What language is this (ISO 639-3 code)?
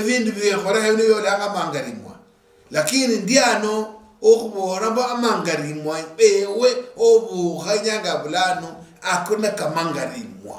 luy